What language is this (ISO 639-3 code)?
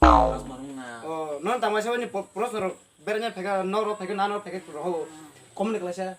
trp